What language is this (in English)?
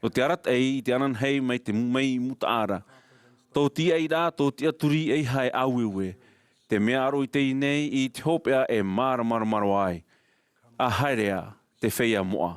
Tahitian